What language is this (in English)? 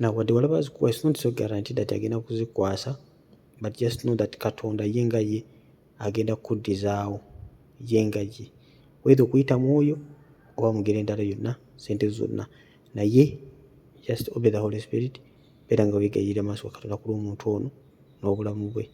Ganda